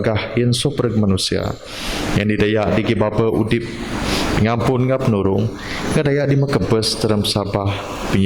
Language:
Biatah Bidayuh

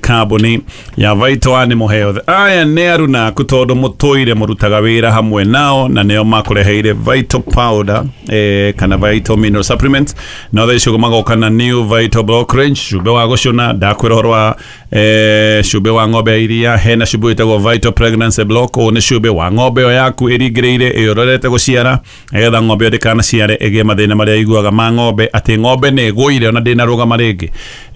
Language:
Kikuyu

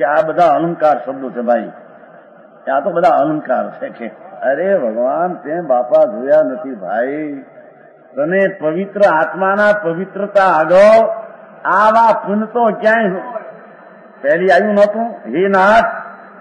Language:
Gujarati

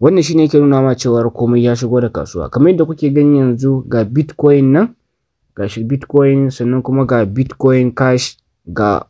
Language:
Hausa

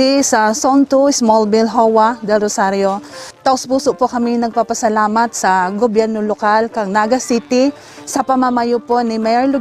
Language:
Bikol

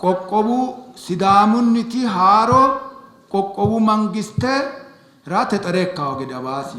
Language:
Sidamo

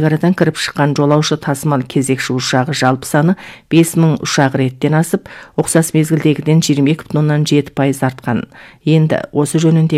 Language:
Kazakh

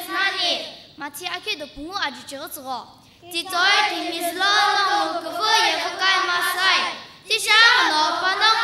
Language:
Sumi Naga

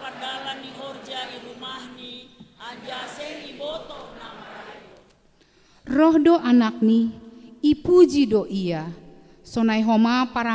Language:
Batak Simalungun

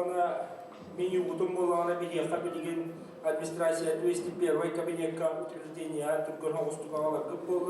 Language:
Yakut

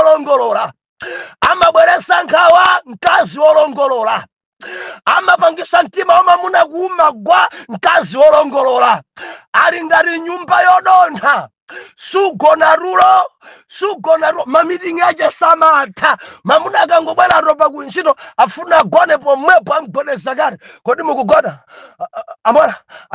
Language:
Nyanja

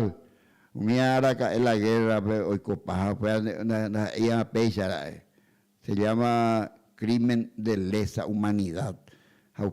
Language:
Guarani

